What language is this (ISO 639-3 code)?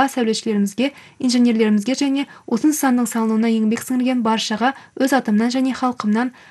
kaz